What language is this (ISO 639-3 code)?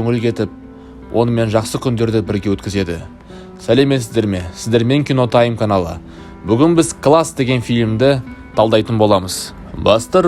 kaz